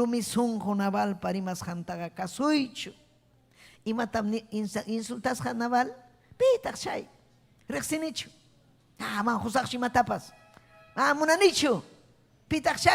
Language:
Ayacucho Quechua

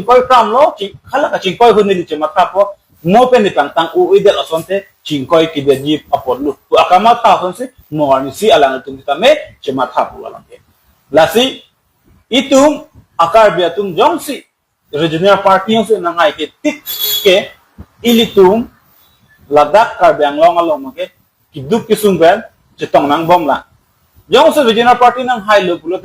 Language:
Karbi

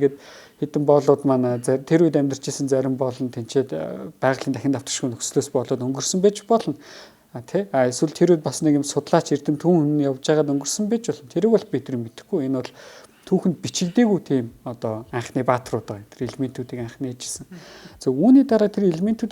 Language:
Mongolian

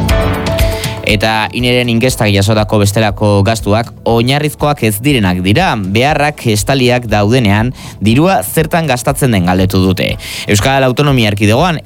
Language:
Basque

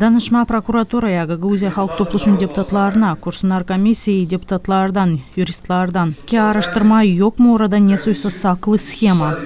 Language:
Gagauz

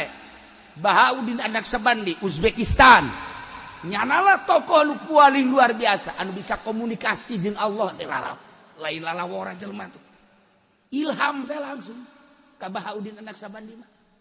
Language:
Sundanese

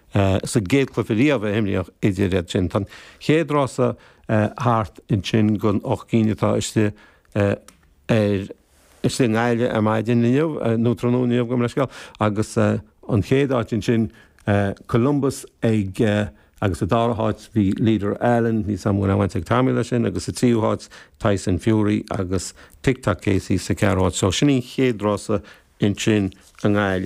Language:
Irish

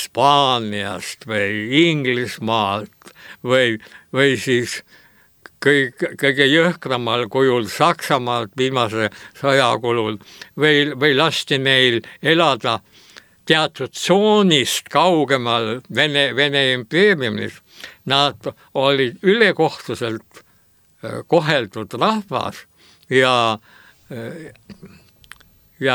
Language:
Estonian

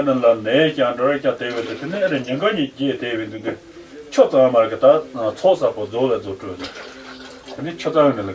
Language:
Tibetan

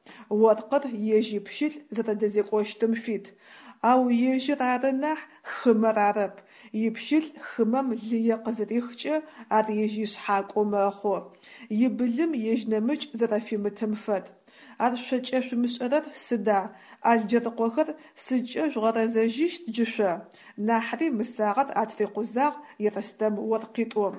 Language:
Adyghe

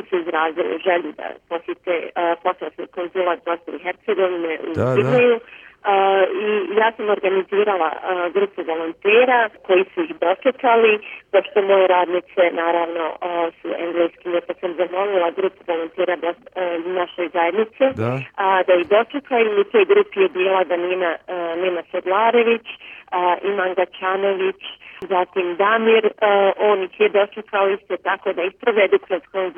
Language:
Bosnian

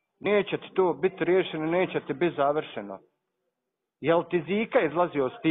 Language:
Bosnian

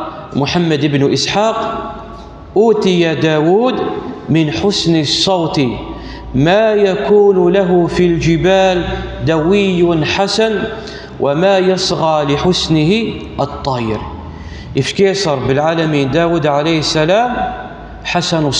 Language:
Kabyle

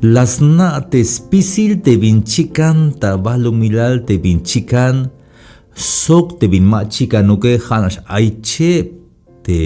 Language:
Tzeltal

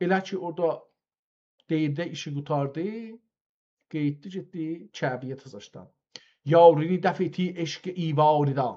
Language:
South Azerbaijani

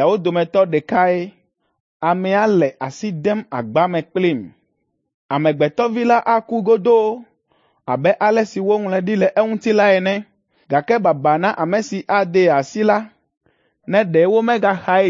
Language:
Ewe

